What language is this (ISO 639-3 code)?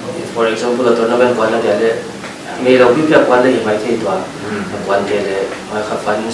pck